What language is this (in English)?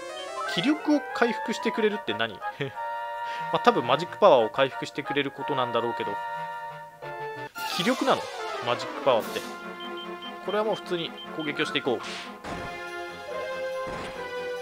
Japanese